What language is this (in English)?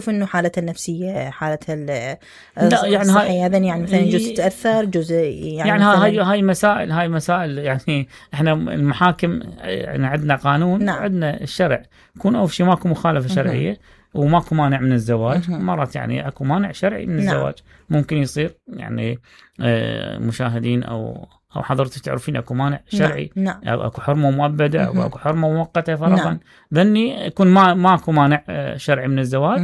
Mesopotamian Arabic